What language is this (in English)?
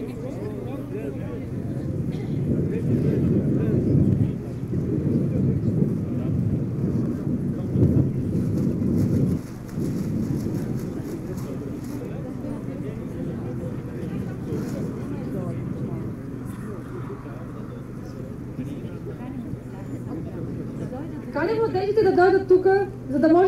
Bulgarian